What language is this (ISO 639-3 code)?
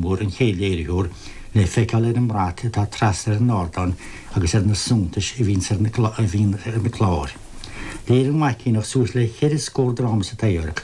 gle